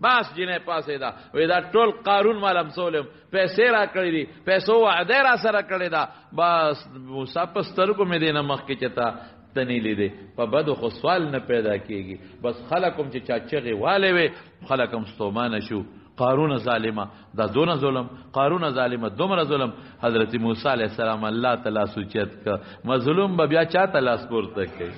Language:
Pashto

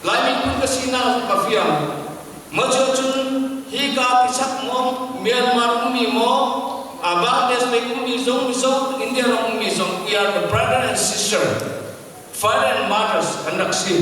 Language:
Hakha Chin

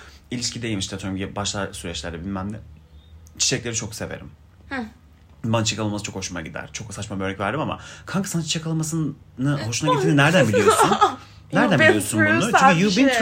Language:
Turkish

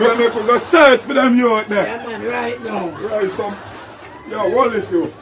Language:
Jamaican Creole English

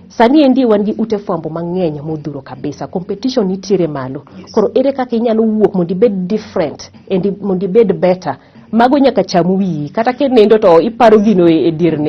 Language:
Luo (Kenya and Tanzania)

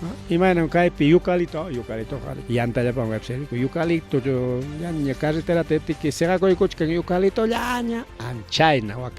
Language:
Ayacucho Quechua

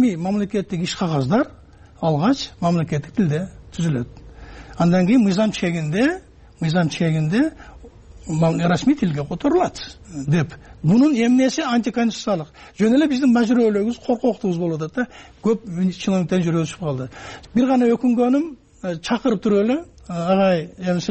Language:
Kyrgyz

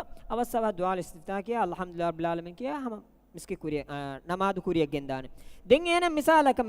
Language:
Divehi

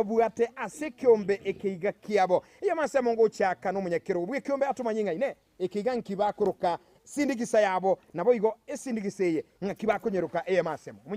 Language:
Gusii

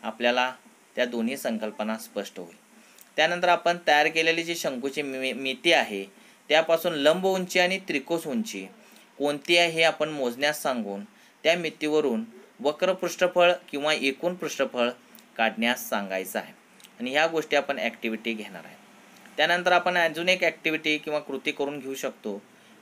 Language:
Marathi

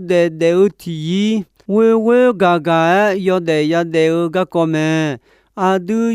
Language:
Akha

